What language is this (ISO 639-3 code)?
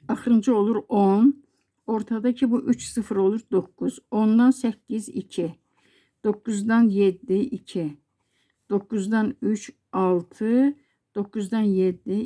aze